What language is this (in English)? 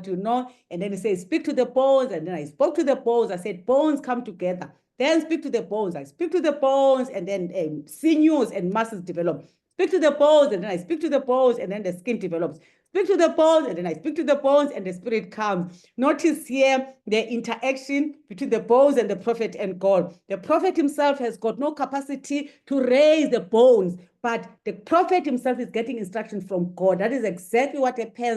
English